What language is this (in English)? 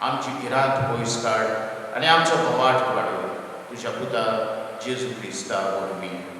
Konkani